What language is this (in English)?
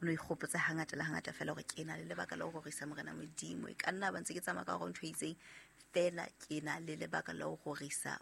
Southern Sotho